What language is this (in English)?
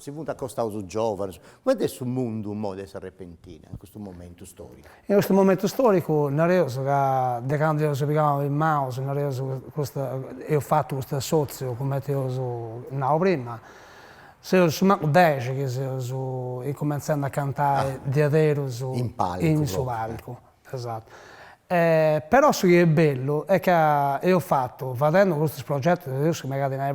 Sardinian